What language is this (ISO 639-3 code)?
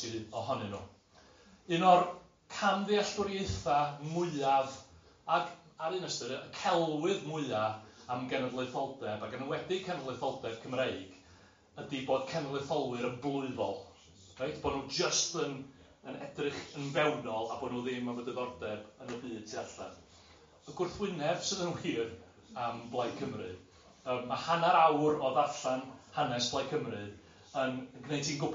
cym